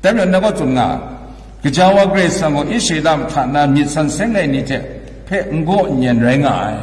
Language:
Kachin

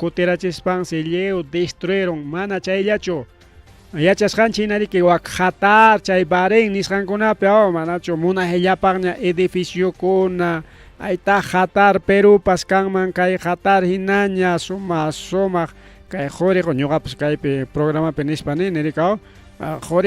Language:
Ayacucho Quechua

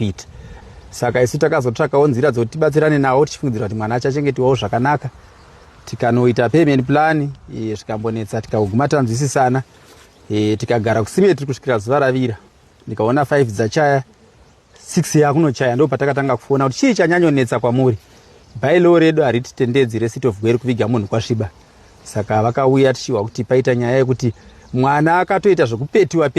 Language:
Shona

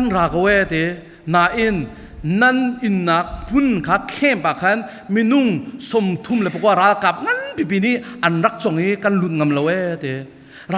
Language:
Falam Chin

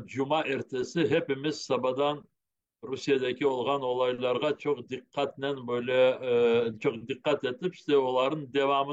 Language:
Crimean Tatar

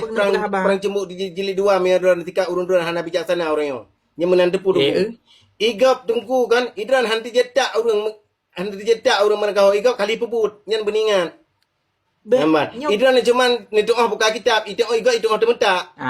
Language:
Achinese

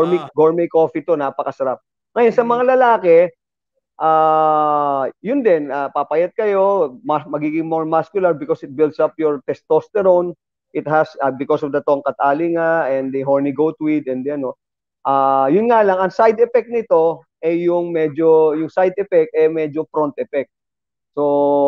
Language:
Filipino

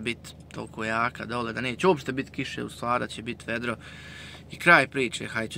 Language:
Bosnian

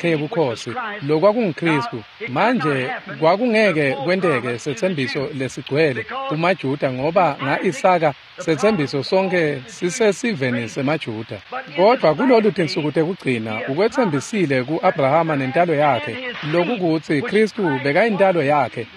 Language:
Swati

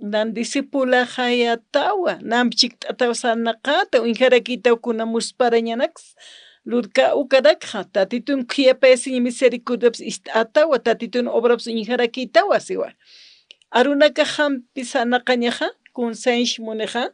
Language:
Aymara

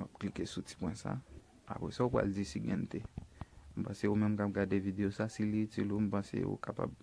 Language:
Haitian Creole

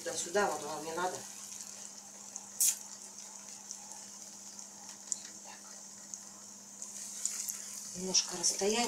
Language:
Russian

